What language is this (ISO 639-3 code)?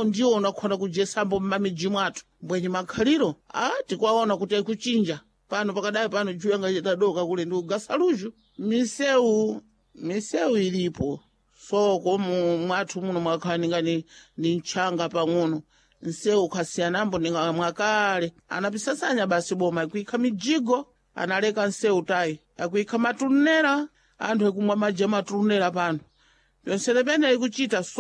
seh